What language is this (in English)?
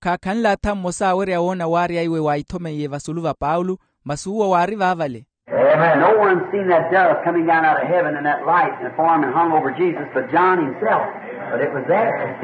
Makhuwa